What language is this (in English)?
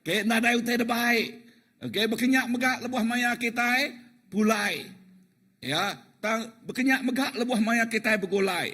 Iban